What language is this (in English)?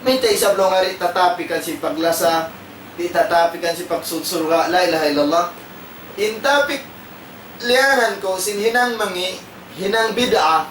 Tausug